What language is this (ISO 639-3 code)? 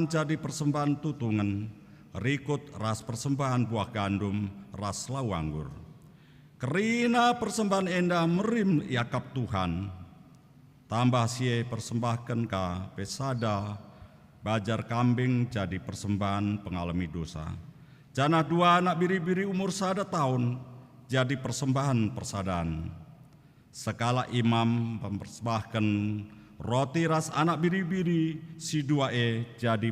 btx